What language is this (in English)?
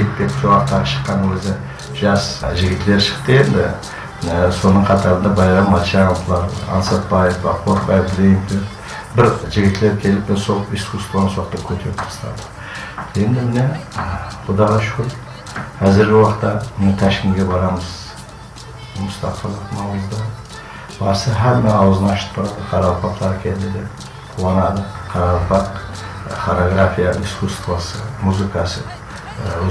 Kara-Kalpak